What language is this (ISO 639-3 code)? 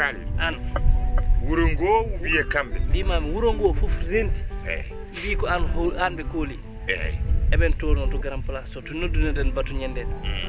ful